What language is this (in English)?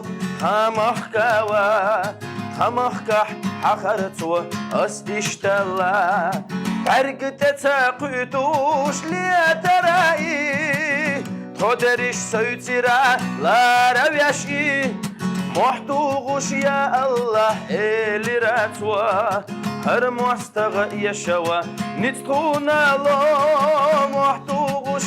Chechen